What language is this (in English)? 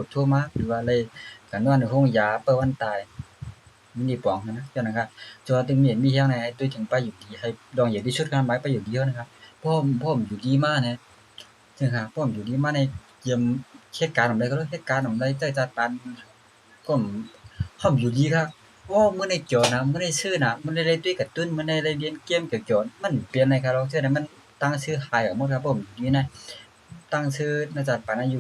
Shan